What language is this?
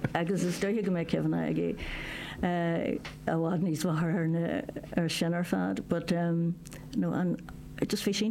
Irish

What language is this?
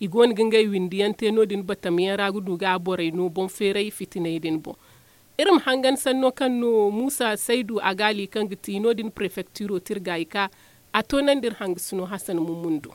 Zarma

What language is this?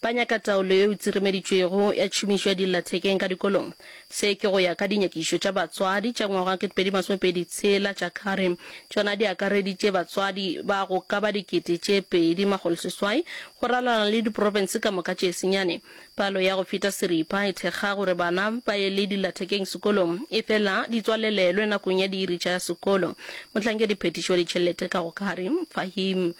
Northern Sotho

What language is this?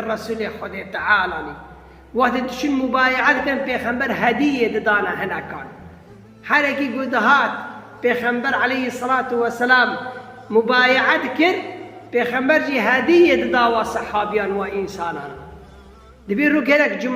Kurdish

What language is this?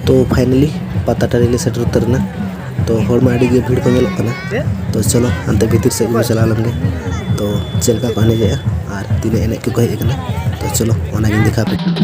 Santali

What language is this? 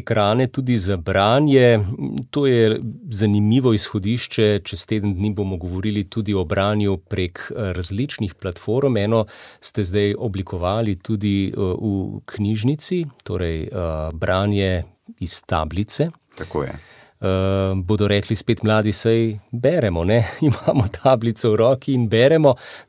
Slovenian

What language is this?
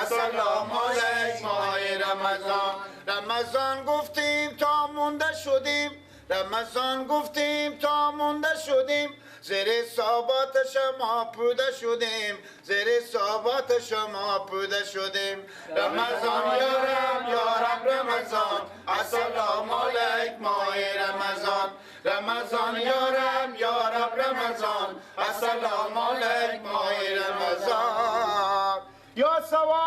Persian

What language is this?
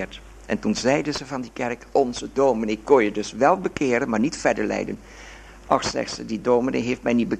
Dutch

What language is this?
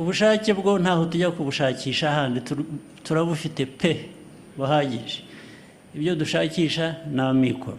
Kinyarwanda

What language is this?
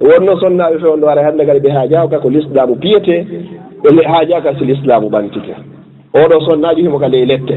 Fula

